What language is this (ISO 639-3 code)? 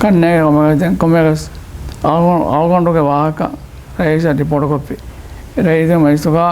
div